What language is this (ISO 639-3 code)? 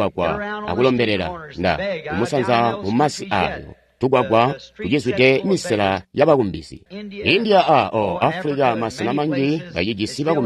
toi